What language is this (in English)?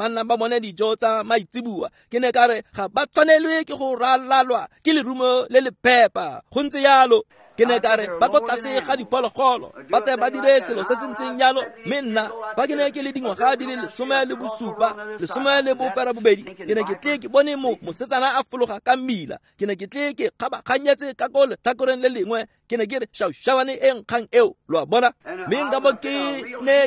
Tswana